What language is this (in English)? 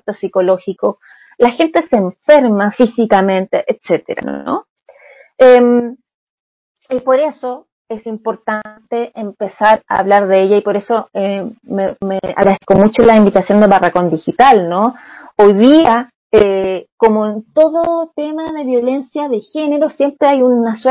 Spanish